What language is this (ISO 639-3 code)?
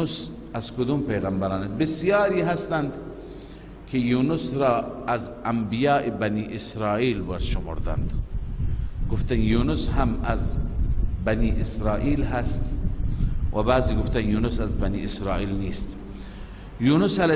fas